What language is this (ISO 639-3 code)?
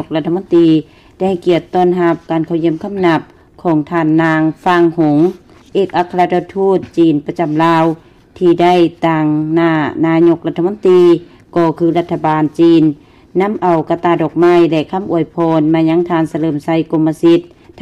lao